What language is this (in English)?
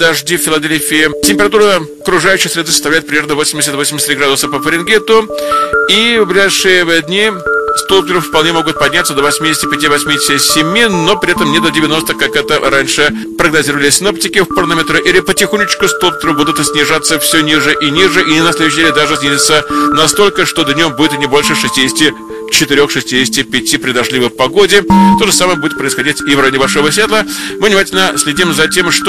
Russian